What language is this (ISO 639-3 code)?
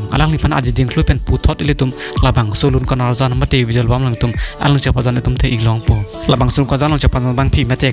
mjw